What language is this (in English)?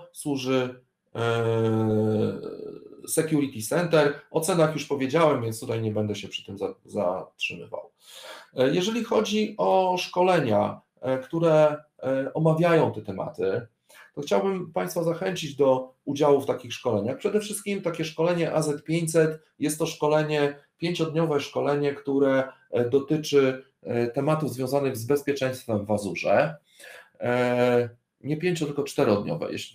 Polish